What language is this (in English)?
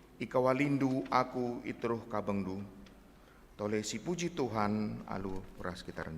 Batak Karo